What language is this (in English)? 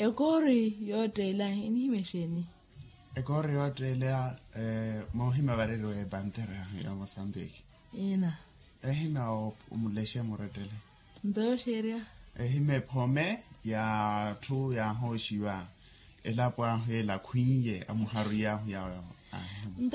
Makhuwa